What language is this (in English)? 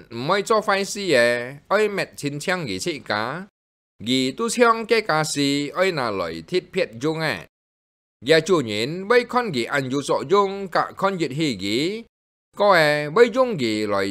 Hakka Chinese